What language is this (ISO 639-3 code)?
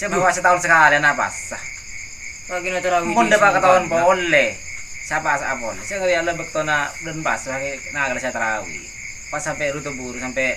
mad